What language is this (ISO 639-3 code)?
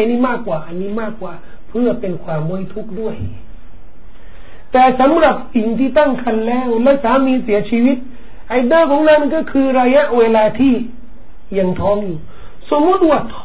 tha